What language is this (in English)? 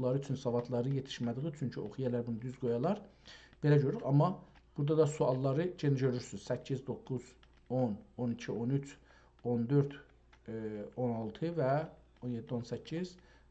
South Azerbaijani